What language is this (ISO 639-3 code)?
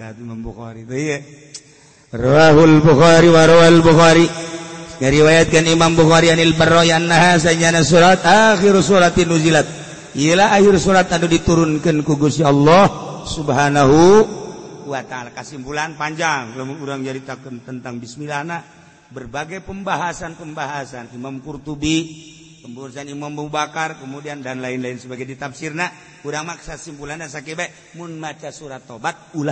sun